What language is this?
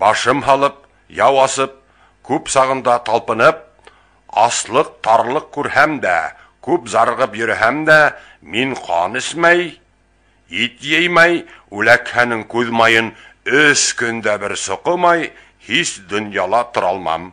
Bashkir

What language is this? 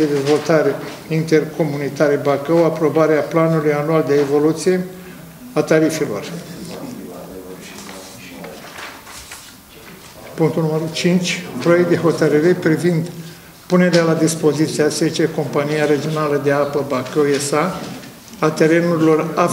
Romanian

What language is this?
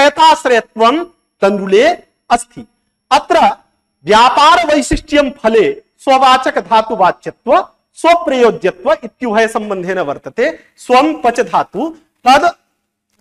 Sanskrit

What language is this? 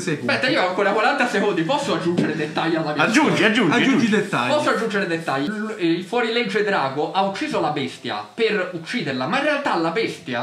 Italian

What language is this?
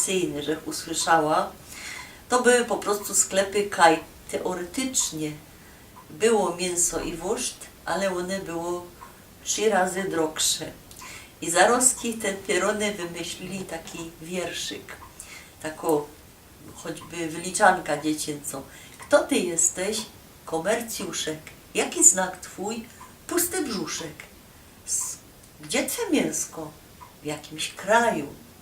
Silesian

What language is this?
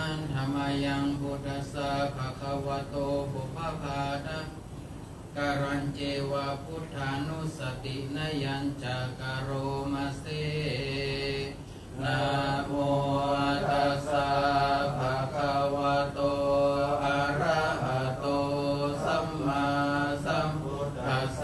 Pali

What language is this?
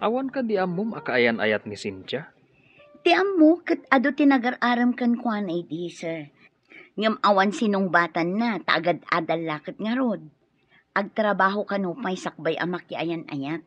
Iloko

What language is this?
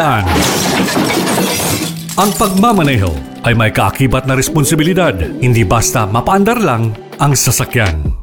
Filipino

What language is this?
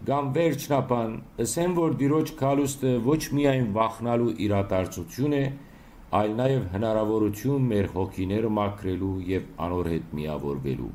Western Armenian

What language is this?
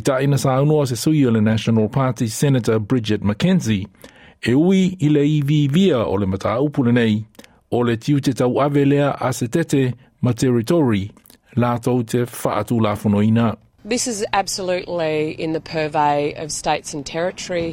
Samoan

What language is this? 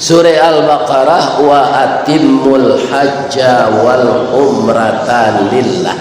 Minangkabau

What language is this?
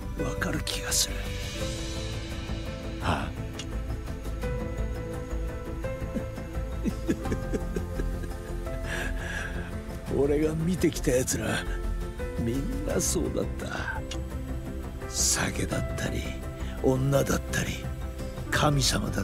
Japanese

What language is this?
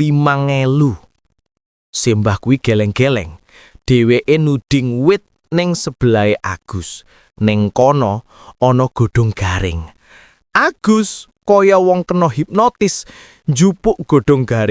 Javanese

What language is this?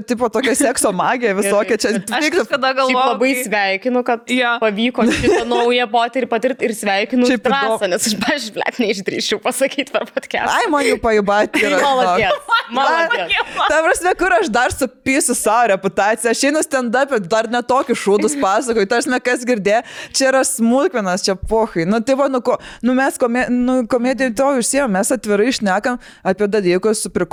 Lithuanian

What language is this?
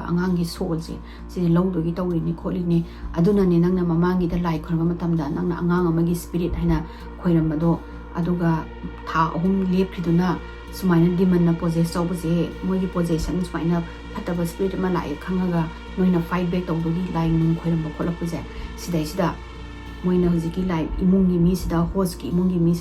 Manipuri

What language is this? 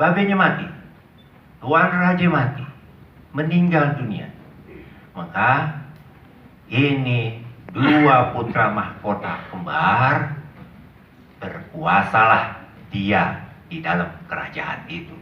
Betawi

